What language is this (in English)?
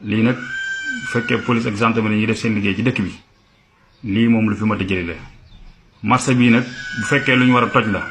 Wolof